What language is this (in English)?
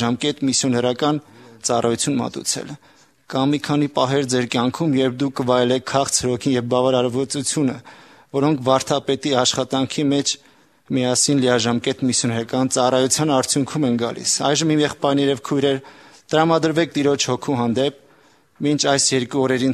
Armenian